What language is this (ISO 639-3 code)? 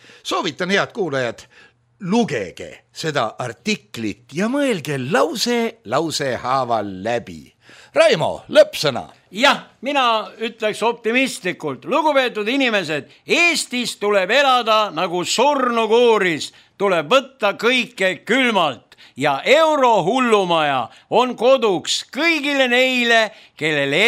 est